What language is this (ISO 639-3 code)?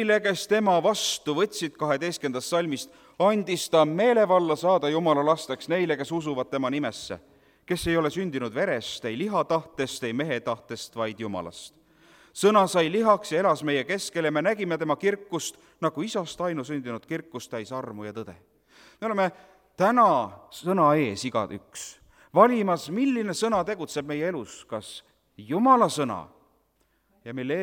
est